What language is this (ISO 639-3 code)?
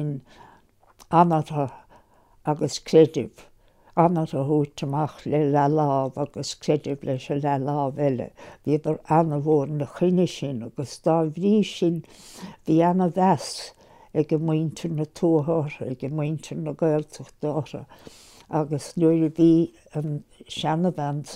gle